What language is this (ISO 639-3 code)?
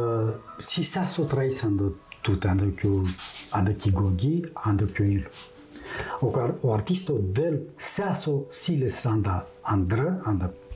ron